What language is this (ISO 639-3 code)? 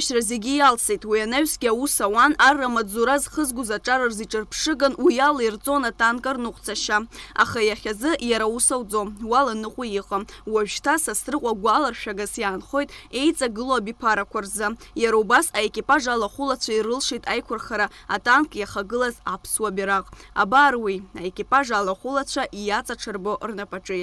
abk